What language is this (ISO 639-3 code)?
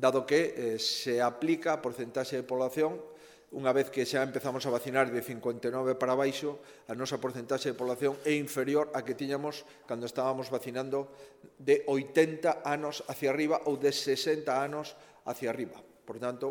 glg